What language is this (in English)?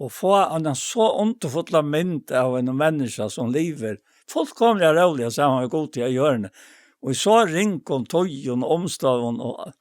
Faroese